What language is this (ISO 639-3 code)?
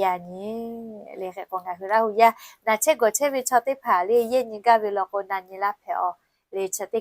lhu